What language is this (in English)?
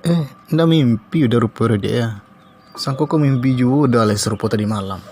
Minangkabau